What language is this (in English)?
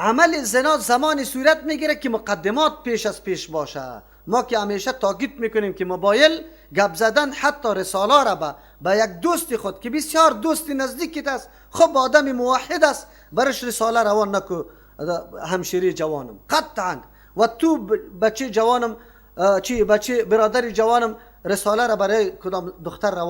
Persian